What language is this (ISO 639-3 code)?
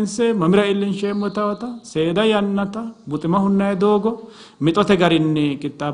sid